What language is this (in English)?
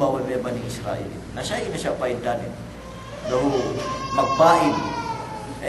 Yakan